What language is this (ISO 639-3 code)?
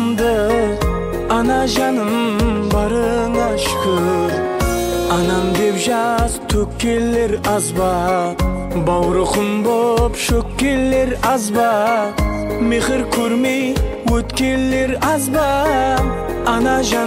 kaa